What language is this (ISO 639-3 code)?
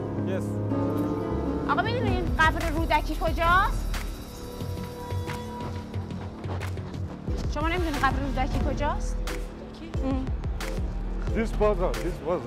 fas